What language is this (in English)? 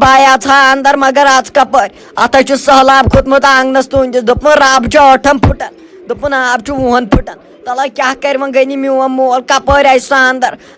Kashmiri